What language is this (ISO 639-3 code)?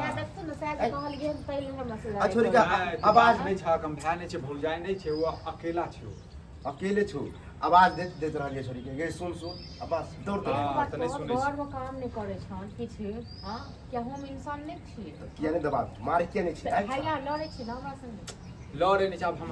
mai